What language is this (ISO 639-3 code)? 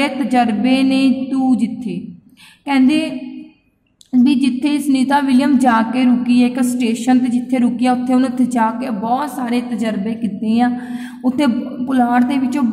pan